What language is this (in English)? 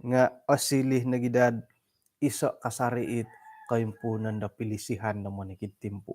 Central Dusun